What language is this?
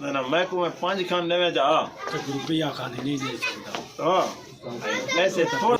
Saraiki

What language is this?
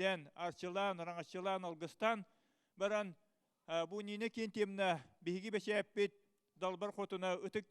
Yakut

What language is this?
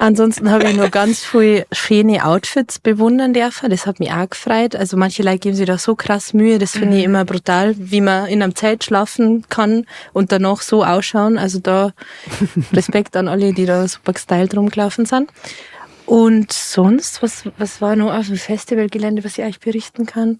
Bavarian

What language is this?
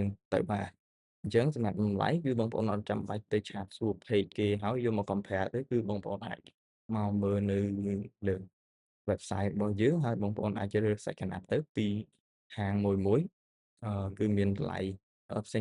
Khmer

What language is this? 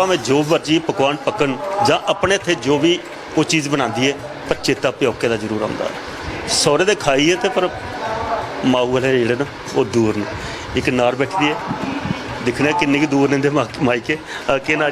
Dogri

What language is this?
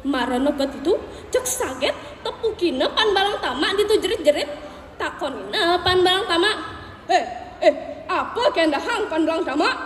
Balinese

